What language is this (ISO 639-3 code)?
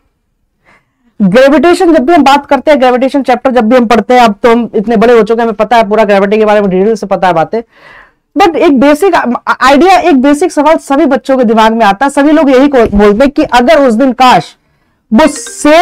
hin